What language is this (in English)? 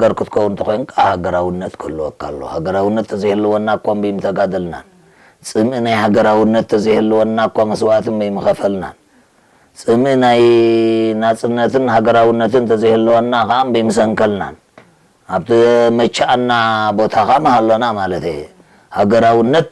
Tigrinya